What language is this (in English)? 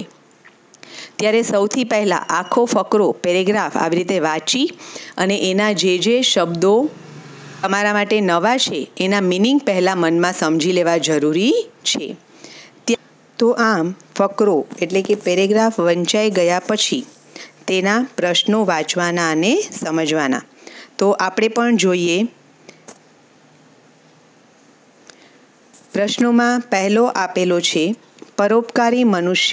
Gujarati